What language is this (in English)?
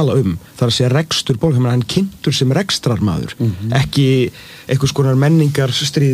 Icelandic